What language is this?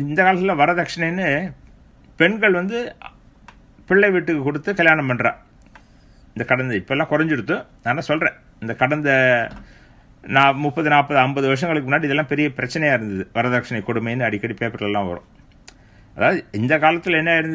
Tamil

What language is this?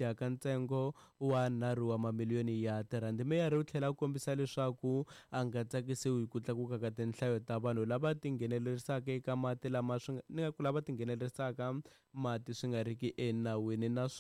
Tsonga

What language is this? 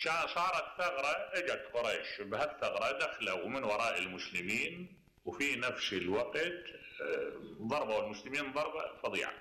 Mesopotamian Arabic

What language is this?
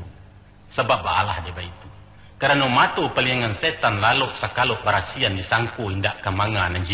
Minangkabau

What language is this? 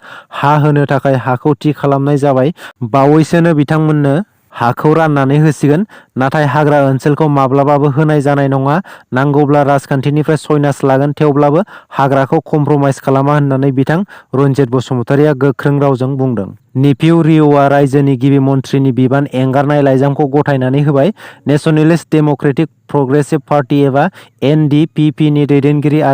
Bodo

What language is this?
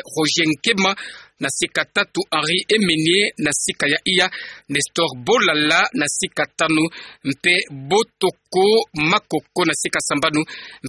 Kituba (Democratic Republic of Congo)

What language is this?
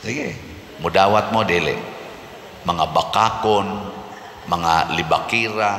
Cebuano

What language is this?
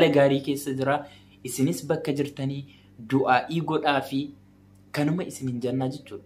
Oromo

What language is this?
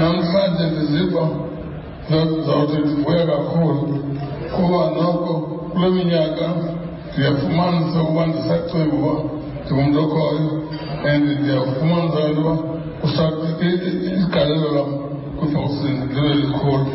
Xhosa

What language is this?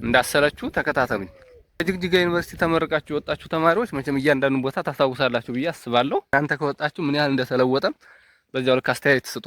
Amharic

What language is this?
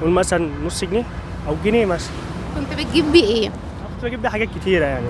Egyptian Arabic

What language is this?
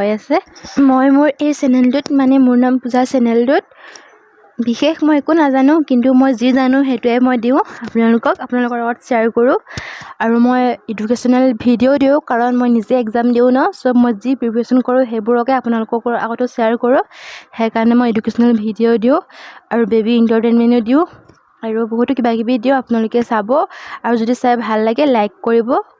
Assamese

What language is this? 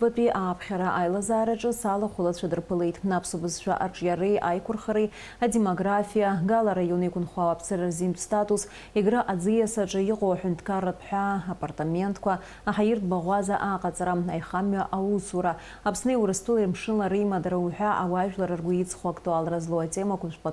Abkhazian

